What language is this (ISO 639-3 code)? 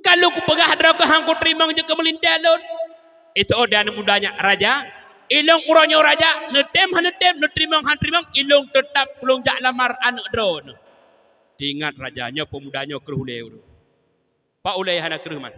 ace